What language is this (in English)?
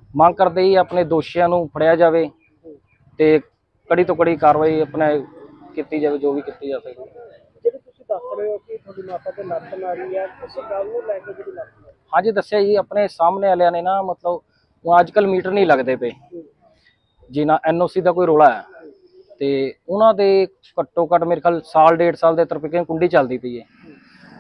Punjabi